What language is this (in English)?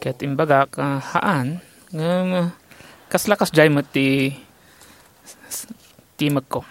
Iloko